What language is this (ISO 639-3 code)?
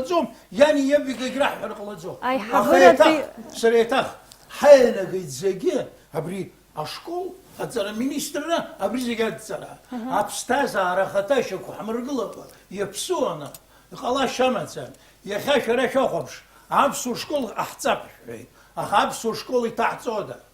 abk